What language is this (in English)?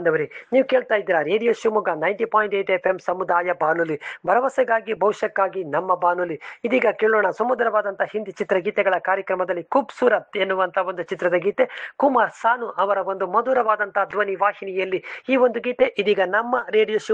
Kannada